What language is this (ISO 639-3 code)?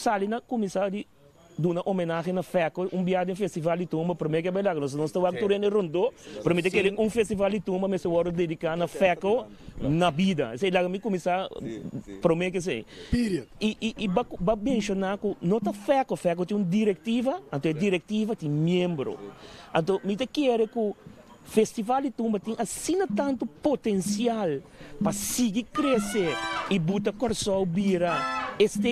pap